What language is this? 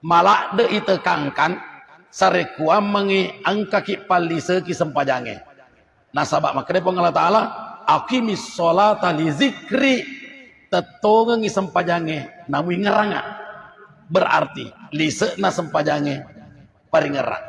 Buginese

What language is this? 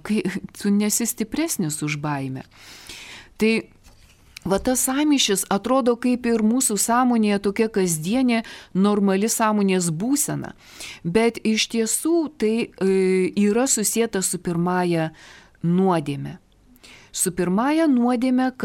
Lithuanian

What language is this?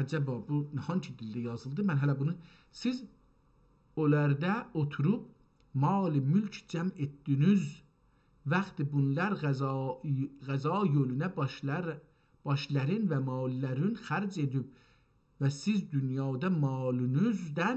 South Azerbaijani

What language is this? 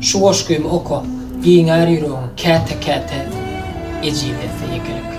Turkmen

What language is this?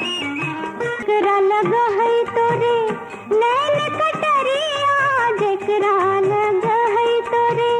Magahi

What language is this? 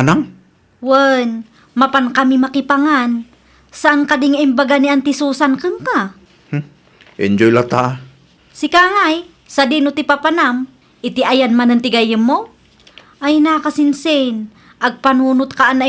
Iloko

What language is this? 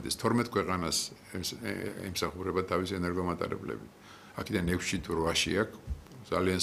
Georgian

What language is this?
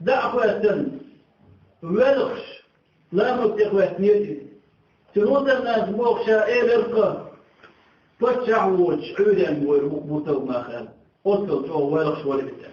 Chechen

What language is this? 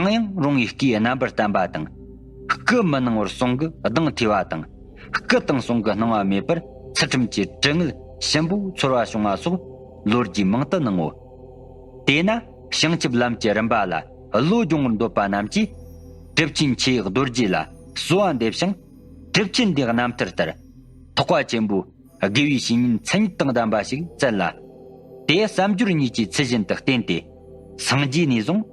Tibetan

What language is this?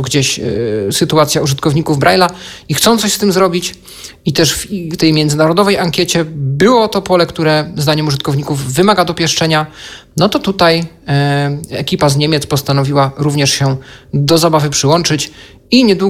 Polish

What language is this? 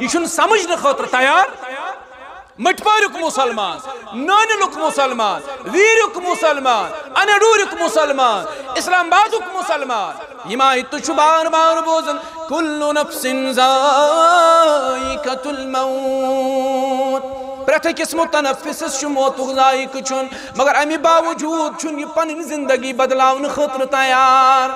Kashmiri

